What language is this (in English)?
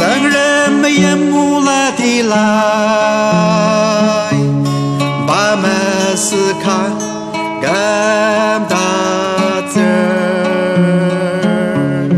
Ao Naga